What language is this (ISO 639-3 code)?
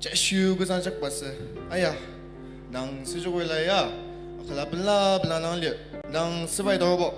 njo